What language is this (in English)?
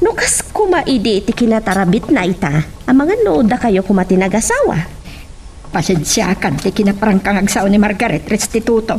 Iloko